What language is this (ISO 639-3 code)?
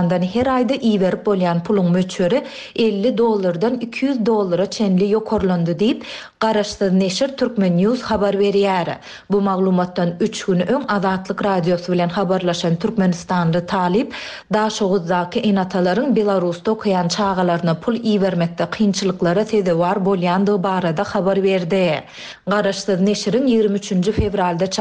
tuk